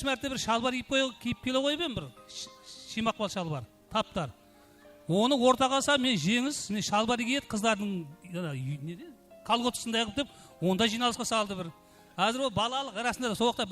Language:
Kara-Kalpak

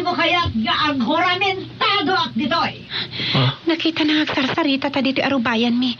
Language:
Iloko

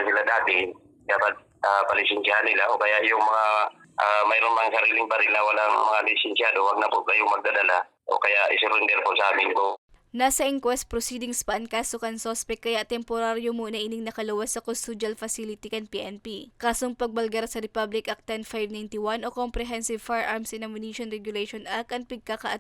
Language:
Bikol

